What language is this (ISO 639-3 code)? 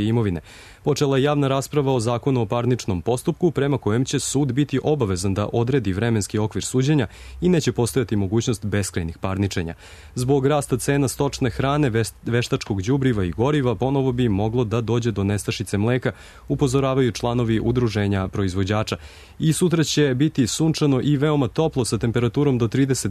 srp